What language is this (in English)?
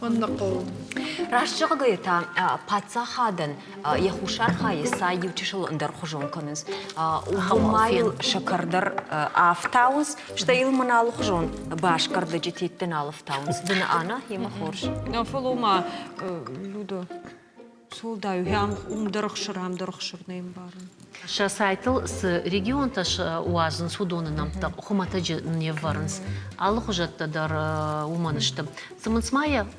Ossetic